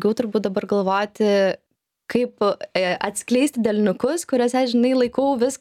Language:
Lithuanian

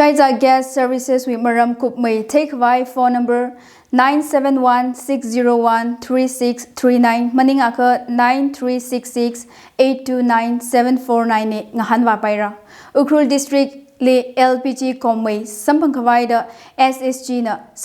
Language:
Tangkhul Naga (India)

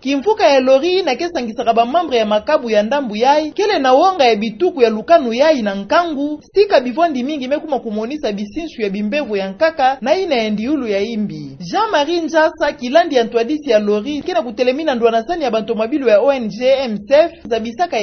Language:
Kituba (Democratic Republic of Congo)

